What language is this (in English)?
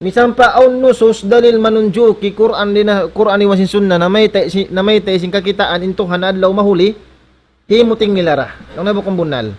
Tausug